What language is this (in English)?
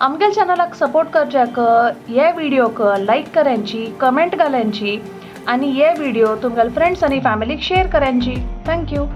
Konkani